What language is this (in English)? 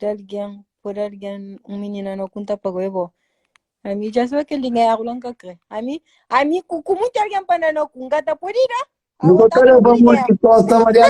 Kabuverdianu